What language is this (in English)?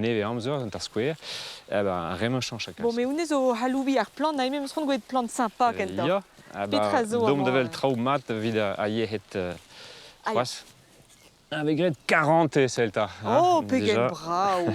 Breton